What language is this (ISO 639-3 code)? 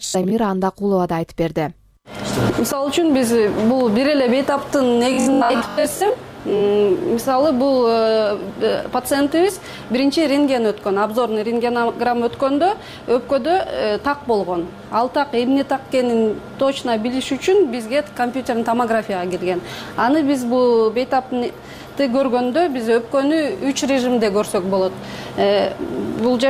kir